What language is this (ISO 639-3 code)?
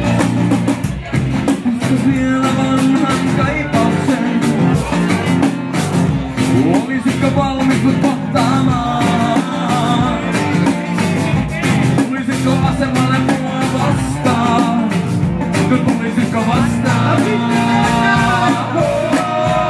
fin